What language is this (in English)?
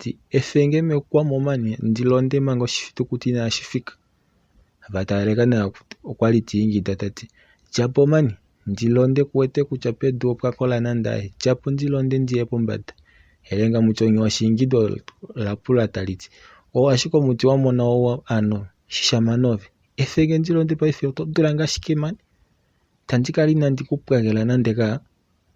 Kuanyama